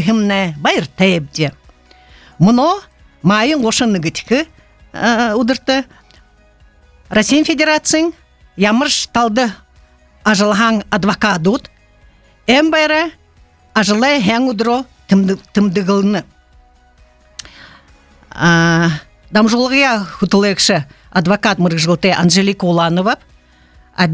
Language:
Buriat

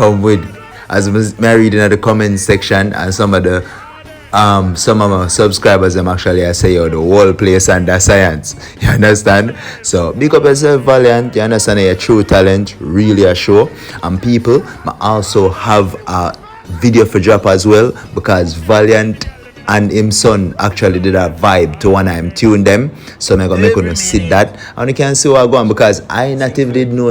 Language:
Jamaican Creole English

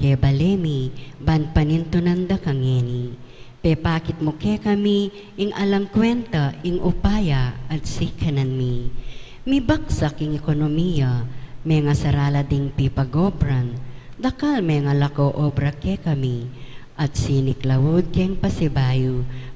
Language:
Pampanga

